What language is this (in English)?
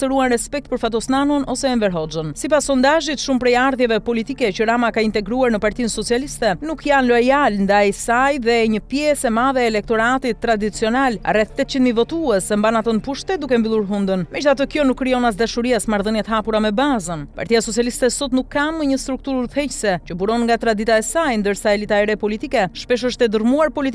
Albanian